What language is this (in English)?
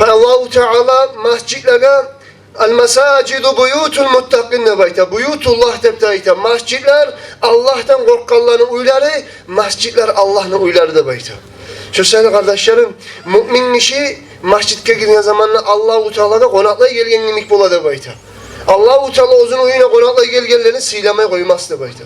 Kumyk